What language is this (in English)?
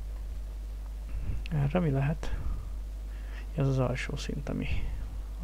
Hungarian